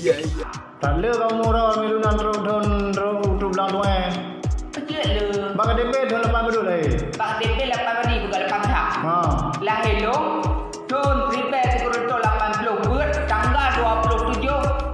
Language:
Achinese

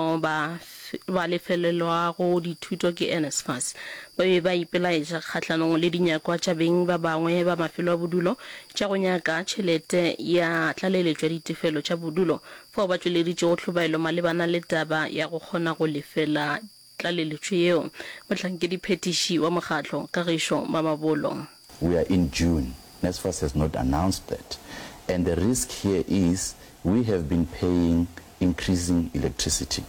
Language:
Northern Sotho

